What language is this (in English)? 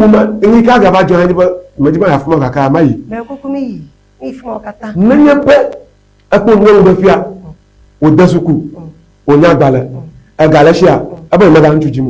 Ewe